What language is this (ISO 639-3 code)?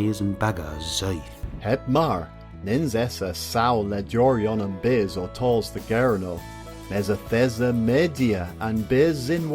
cor